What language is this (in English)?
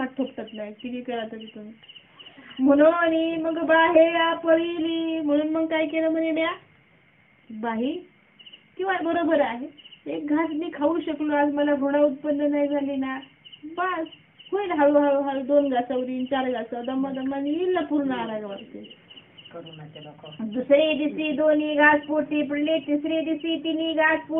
Marathi